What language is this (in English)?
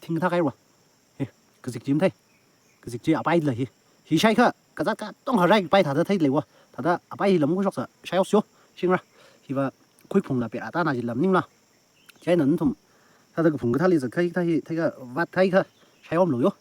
Tangkhul Naga (India)